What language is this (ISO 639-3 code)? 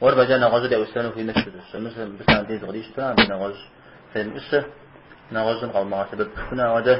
kbd